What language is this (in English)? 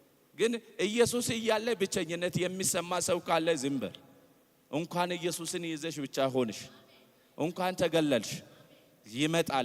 Amharic